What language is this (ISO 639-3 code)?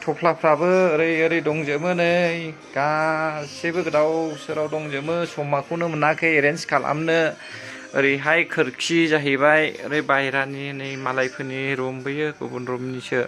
brx